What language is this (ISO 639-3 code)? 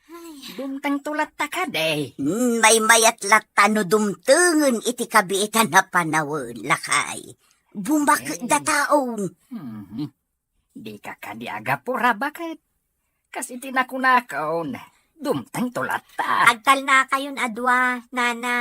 ilo